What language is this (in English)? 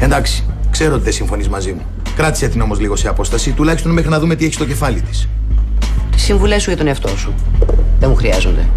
Greek